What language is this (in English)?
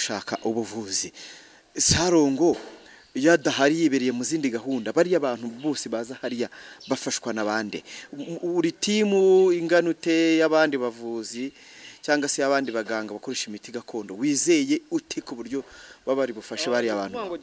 Kinyarwanda